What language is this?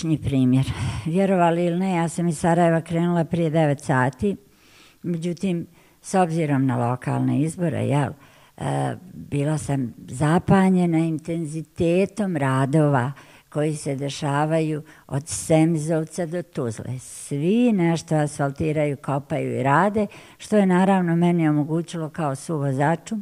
Bosnian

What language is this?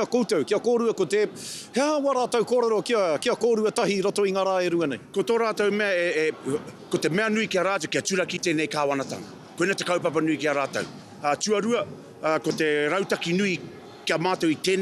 Māori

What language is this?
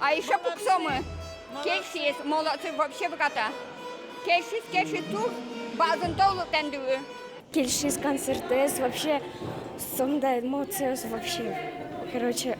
Udmurt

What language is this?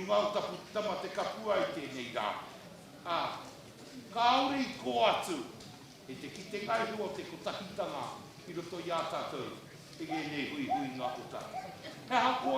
Māori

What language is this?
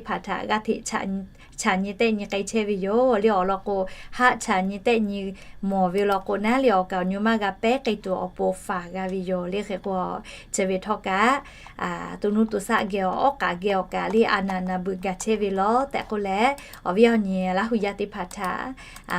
Lahu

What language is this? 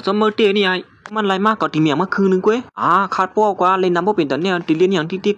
Shan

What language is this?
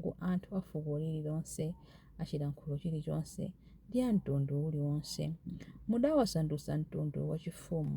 Nyanja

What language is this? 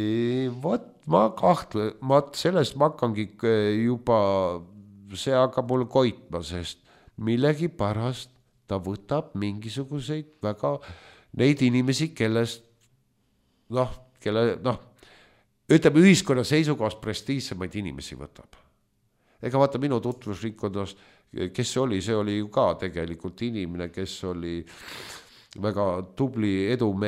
Estonian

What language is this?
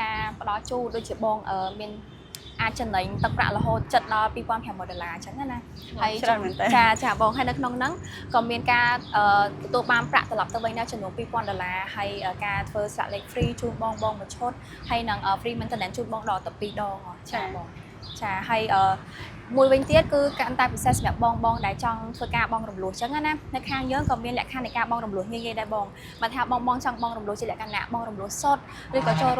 Khmer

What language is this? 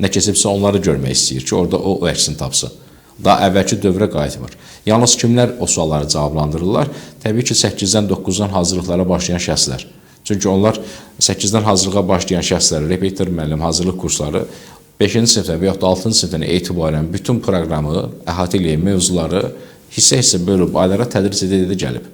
Azerbaijani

